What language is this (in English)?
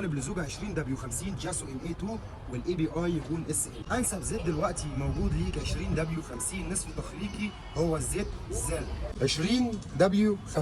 Egyptian Arabic